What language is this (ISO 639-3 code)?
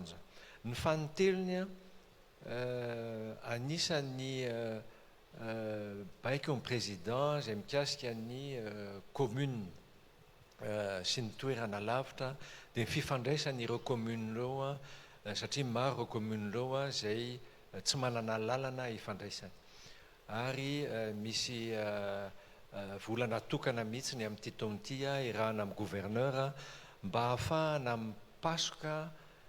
mlg